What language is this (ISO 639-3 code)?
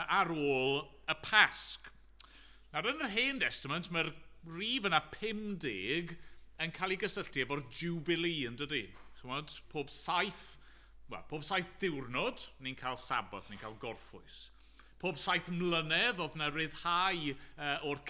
cym